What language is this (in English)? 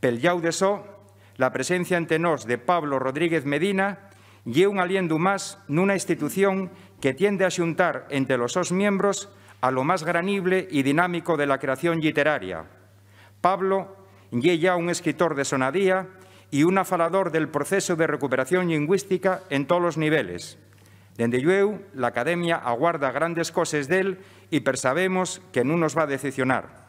Asturian